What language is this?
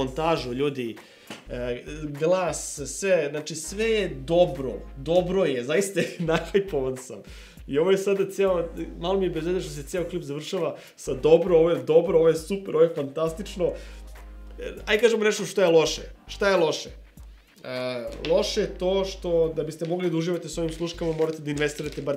Serbian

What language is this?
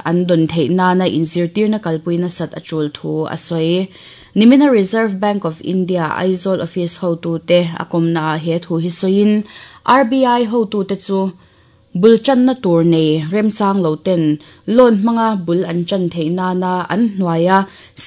Mizo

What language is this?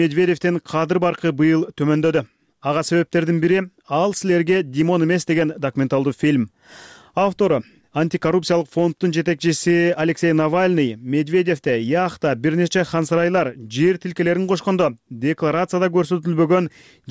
Kyrgyz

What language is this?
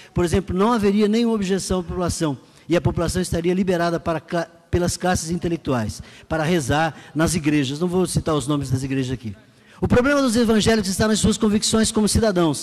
Portuguese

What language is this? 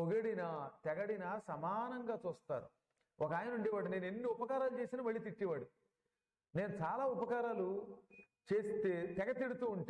Telugu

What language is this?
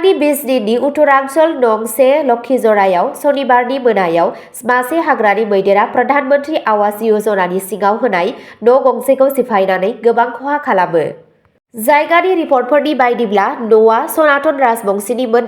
Bodo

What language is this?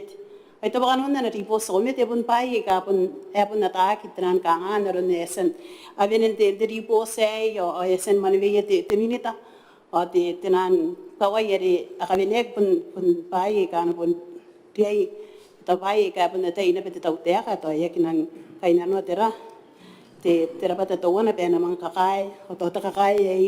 Gilbertese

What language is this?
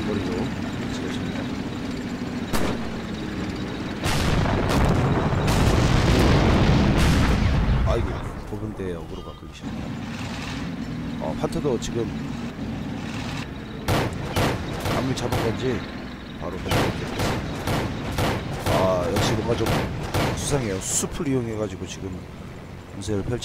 Korean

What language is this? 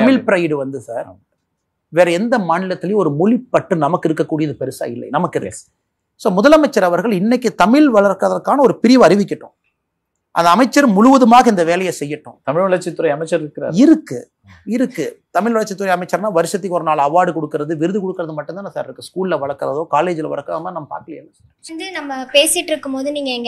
Tamil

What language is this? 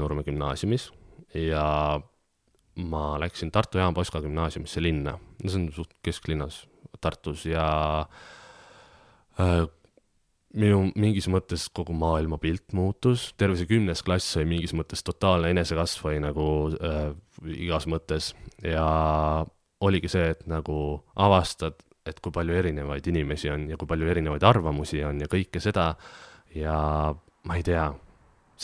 Estonian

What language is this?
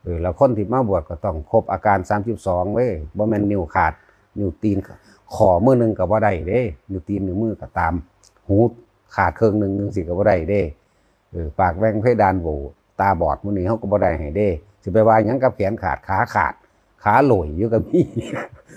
Northeastern Thai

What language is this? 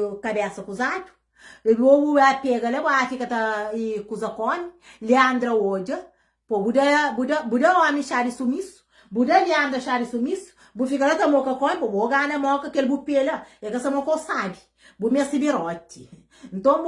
Kabuverdianu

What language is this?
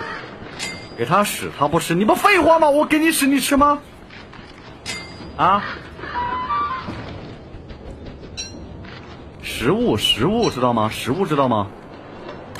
Chinese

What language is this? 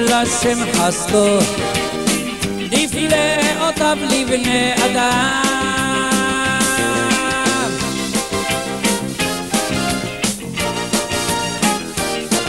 Hebrew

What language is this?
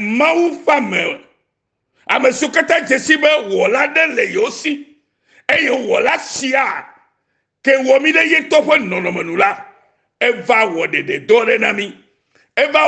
Ewe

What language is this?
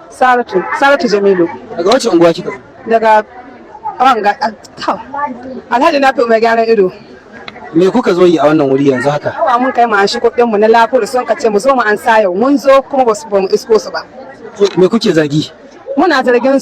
Hausa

